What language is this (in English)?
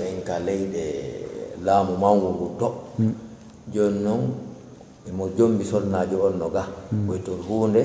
Fula